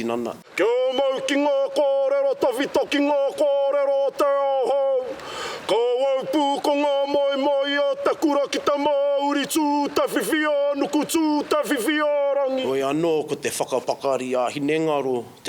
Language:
Māori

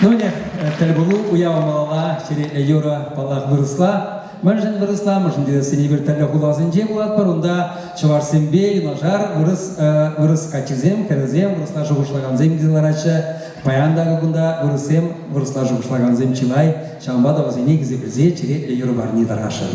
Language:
Chuvash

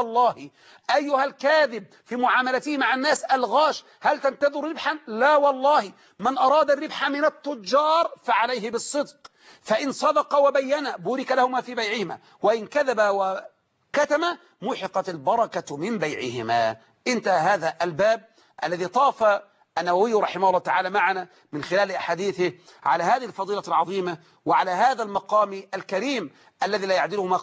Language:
Arabic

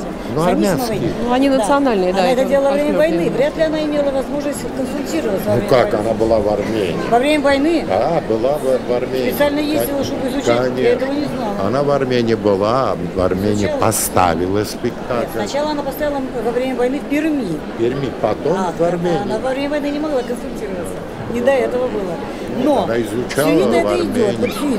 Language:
Russian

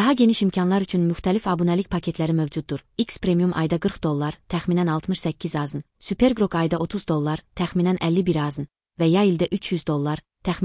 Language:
Azerbaijani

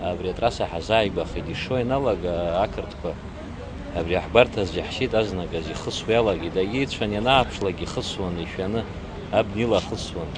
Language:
Abkhazian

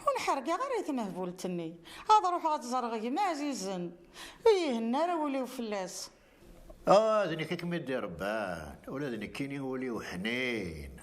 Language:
Kabyle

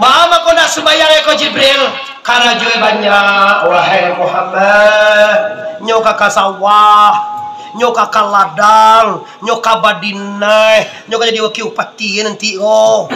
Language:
Minangkabau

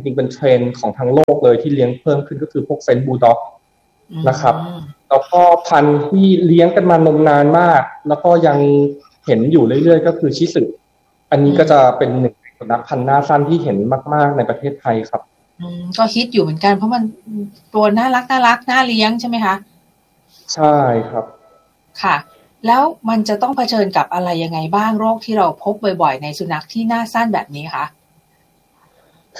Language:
Thai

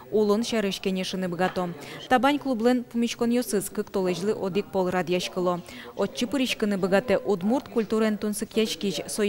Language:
Udmurt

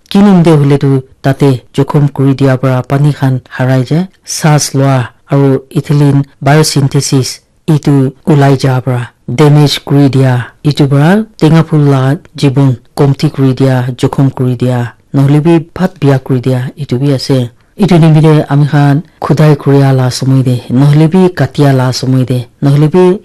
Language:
Naga Pidgin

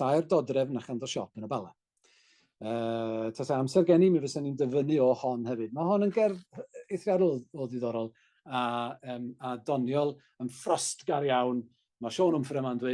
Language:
Welsh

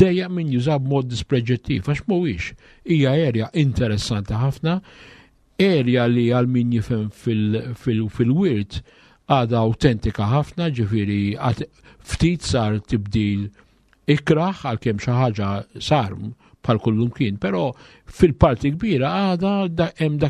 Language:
Maltese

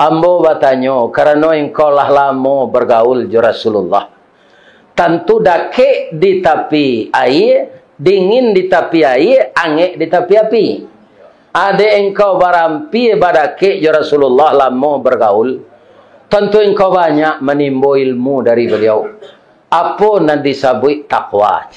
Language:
Minangkabau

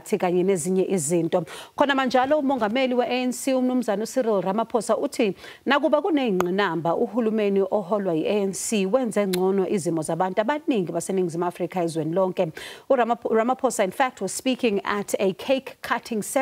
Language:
Zulu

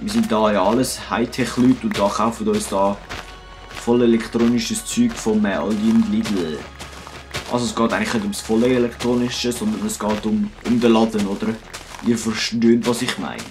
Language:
Swiss German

